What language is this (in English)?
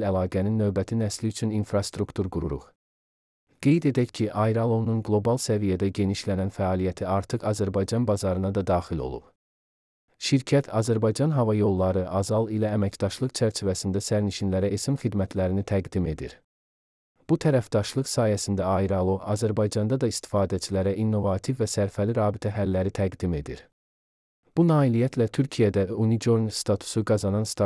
Azerbaijani